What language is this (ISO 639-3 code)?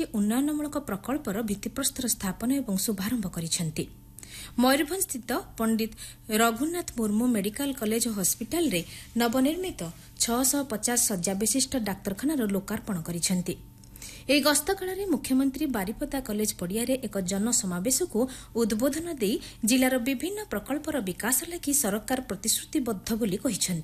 ori